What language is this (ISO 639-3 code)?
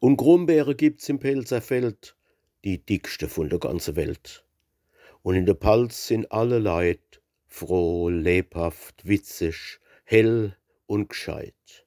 pfl